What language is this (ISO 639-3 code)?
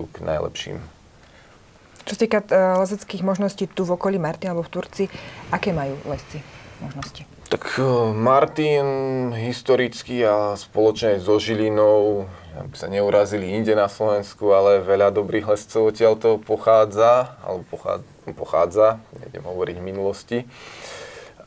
slk